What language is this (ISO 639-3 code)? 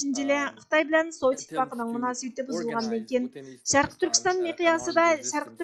uig